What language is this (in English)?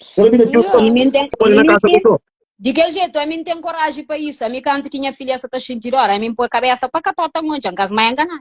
Kabuverdianu